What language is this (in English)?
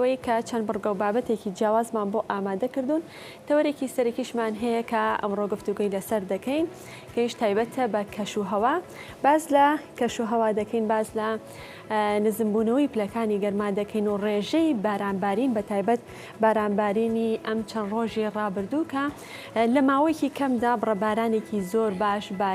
Central Kurdish